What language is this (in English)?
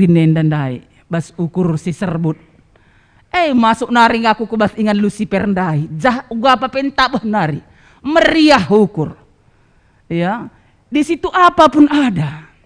Batak Karo